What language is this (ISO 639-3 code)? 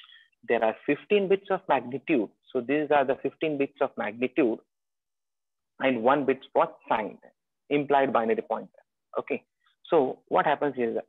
eng